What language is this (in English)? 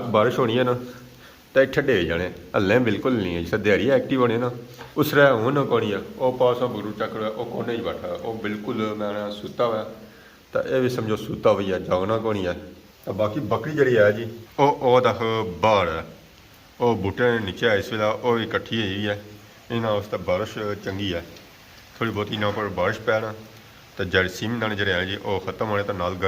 Pahari-Potwari